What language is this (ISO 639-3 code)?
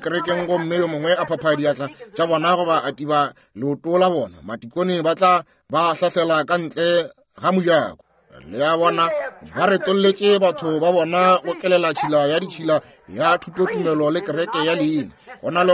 nso